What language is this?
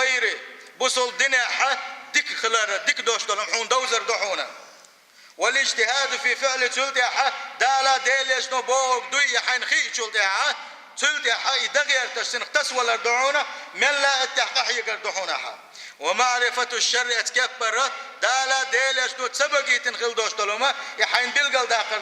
Chechen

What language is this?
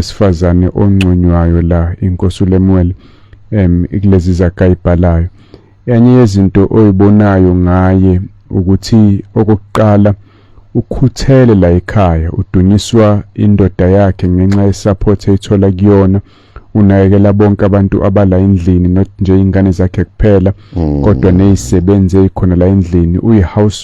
Zulu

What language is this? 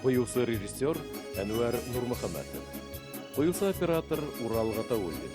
Bashkir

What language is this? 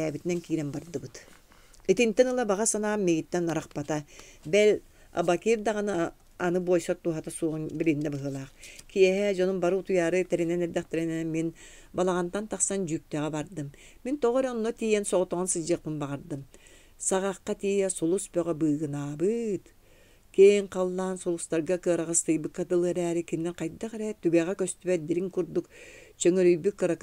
Yakut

